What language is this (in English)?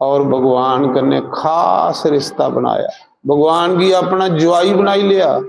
Dogri